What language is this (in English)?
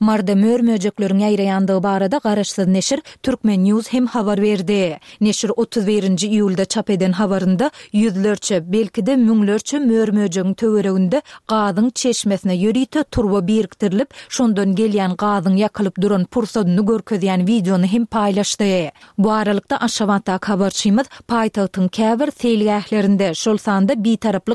Turkmen